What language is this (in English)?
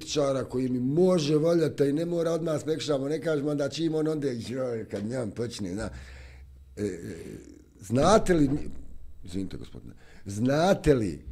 Bosnian